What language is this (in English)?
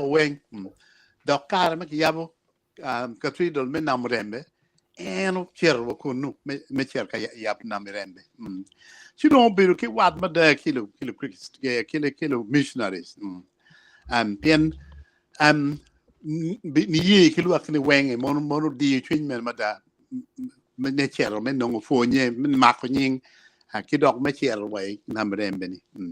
Acoli